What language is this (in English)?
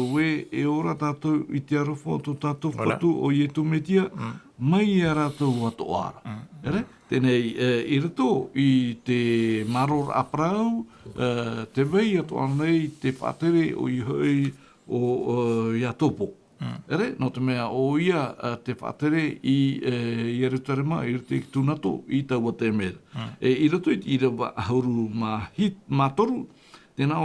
Tahitian